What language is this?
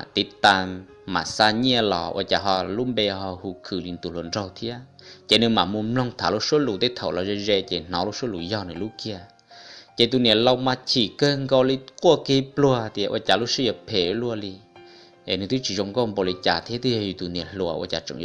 Hmong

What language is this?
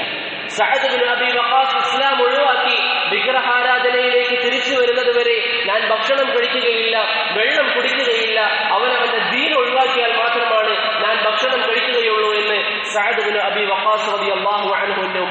Malayalam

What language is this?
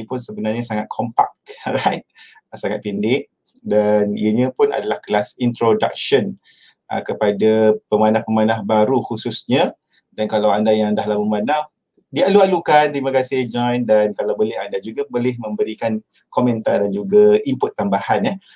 Malay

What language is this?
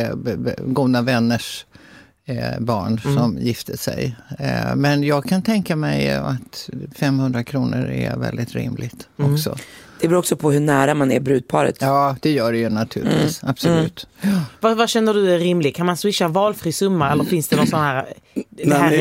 Swedish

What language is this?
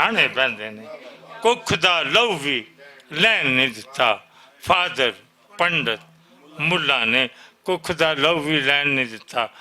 Western Panjabi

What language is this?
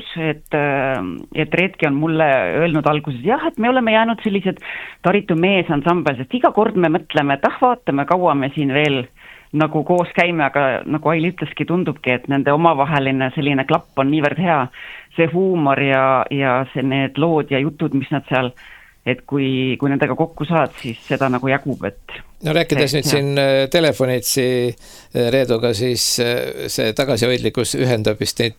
Estonian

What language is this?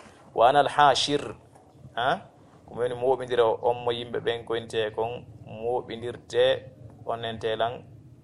Fula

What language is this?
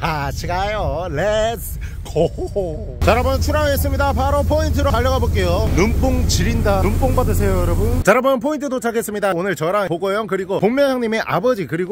Korean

